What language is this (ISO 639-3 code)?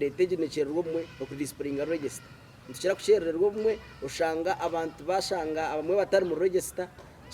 nyn